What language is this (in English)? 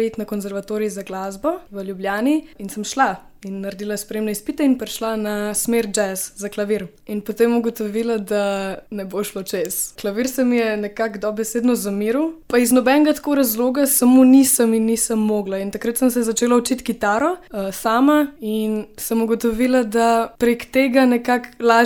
Slovenian